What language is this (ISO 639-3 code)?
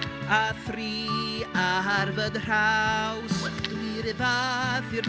cym